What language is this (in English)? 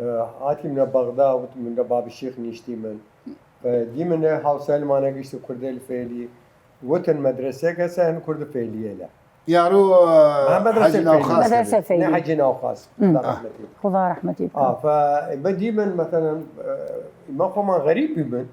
Southern Kurdish